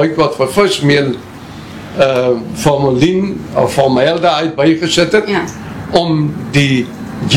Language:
Afrikaans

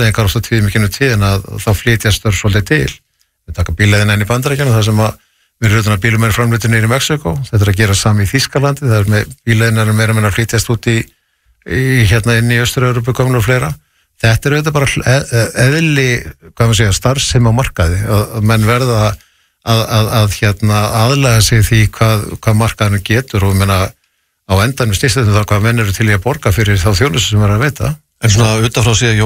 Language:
Icelandic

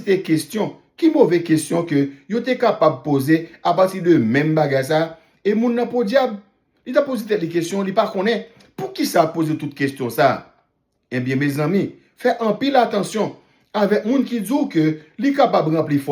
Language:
Haitian Creole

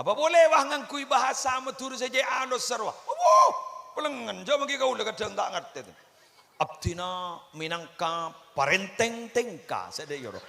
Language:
Madurese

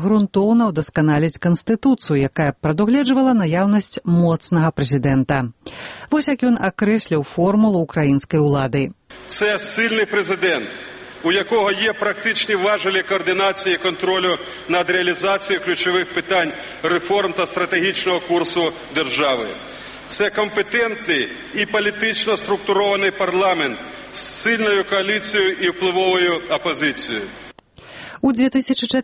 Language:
Belarusian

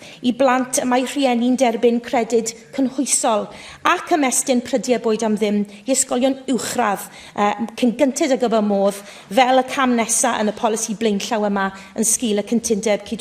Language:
Welsh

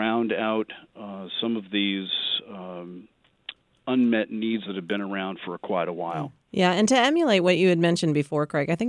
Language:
English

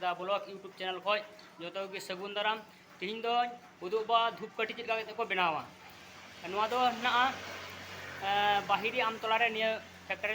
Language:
Santali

